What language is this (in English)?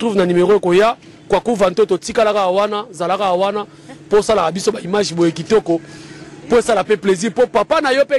Lingala